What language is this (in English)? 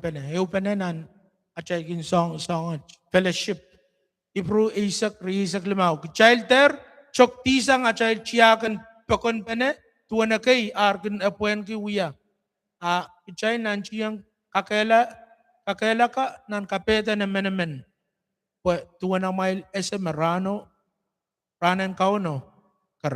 Pohnpeian